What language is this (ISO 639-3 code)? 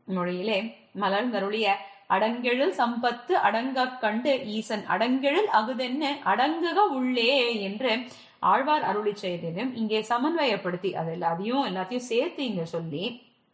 tam